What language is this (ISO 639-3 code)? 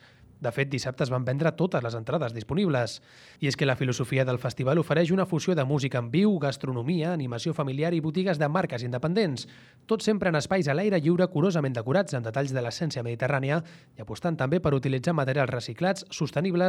cat